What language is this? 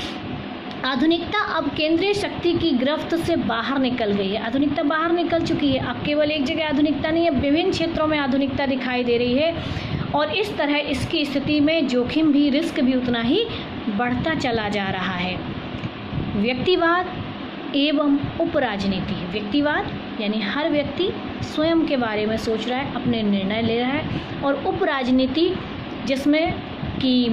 Hindi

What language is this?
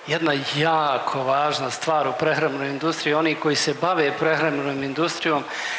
Croatian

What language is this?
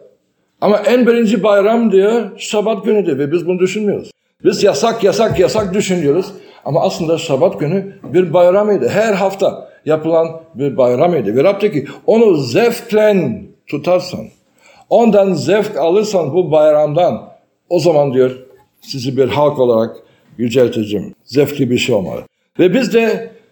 Turkish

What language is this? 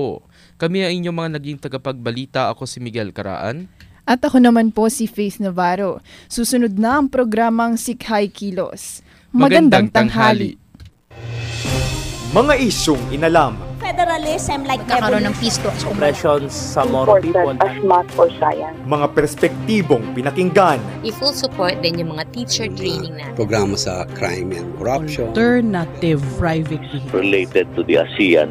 Filipino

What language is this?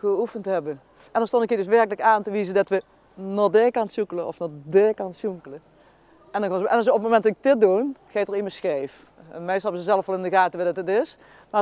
Limburgish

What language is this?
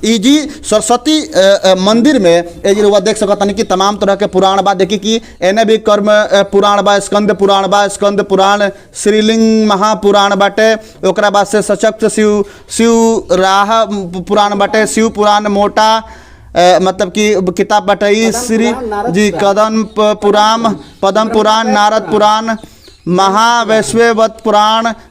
Bhojpuri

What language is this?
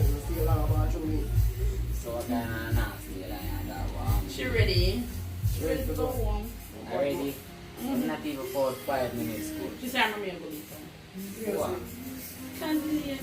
Jamaican Creole English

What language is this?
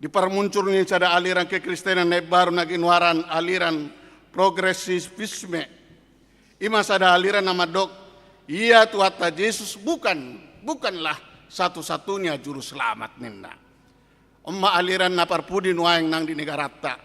Batak Toba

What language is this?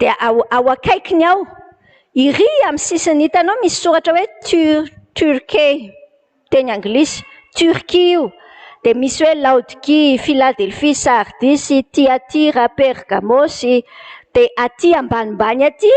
Malagasy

